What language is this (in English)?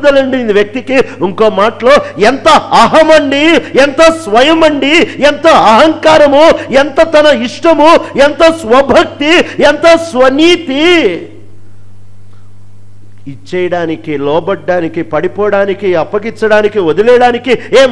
Telugu